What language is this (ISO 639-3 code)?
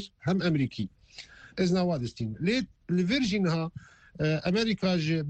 kur